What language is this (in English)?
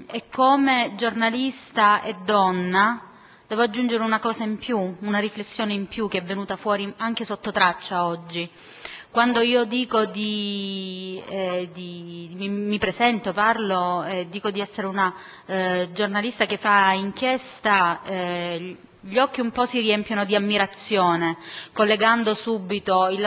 Italian